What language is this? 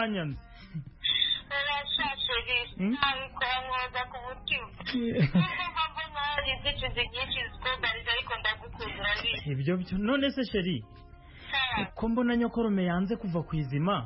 Kinyarwanda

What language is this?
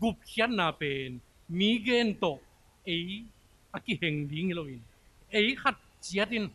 Tedim Chin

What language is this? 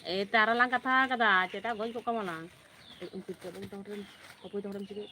Santali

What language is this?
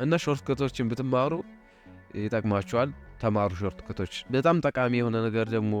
Amharic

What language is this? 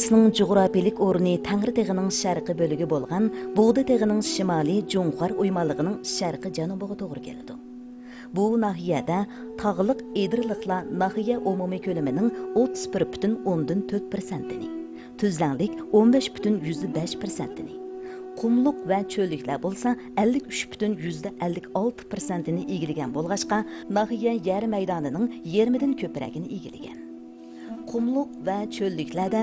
Uyghur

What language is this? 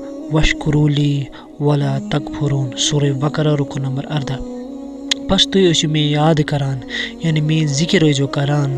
Kashmiri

